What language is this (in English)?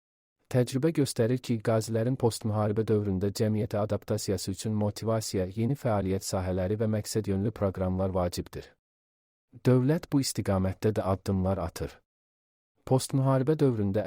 Azerbaijani